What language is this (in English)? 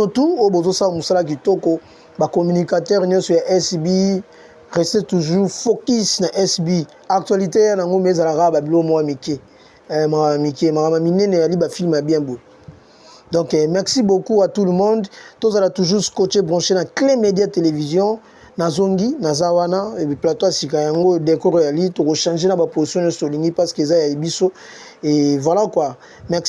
Lingala